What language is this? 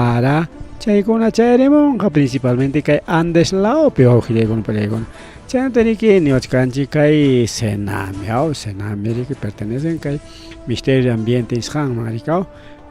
Ayacucho Quechua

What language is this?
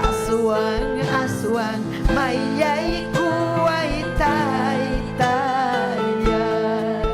Ayacucho Quechua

